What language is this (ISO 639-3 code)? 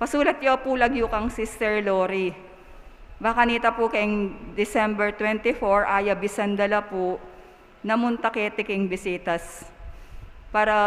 pam